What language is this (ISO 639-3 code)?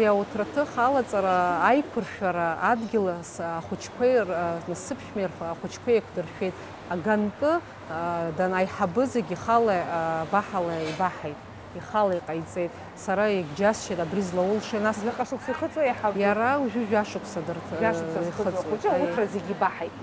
abk